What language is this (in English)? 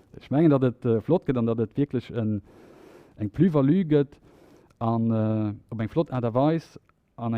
Luxembourgish